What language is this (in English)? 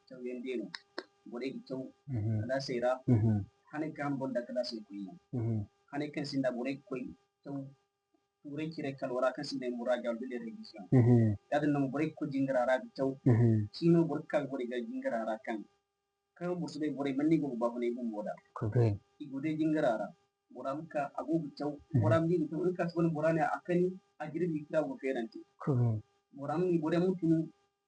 Zarma